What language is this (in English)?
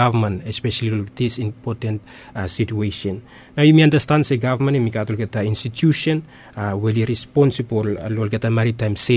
Bislama